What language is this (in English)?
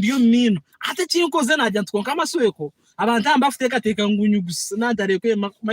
Nyankole